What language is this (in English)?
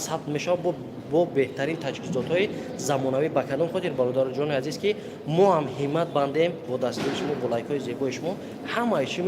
Tajik